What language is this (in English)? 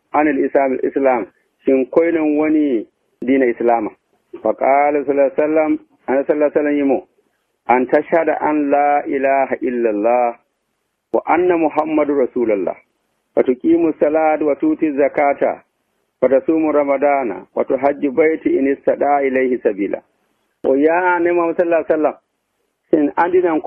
Nigerian Fulfulde